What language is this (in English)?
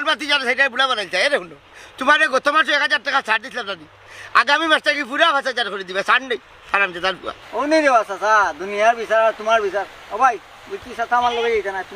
Sylheti